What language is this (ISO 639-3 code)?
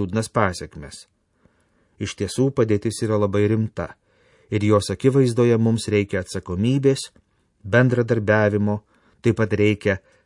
lit